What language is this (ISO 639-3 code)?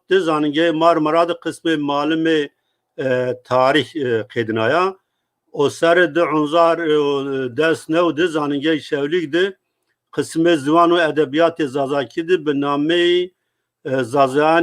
zza